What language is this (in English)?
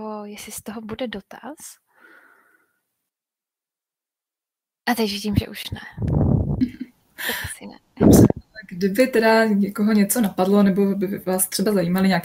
Czech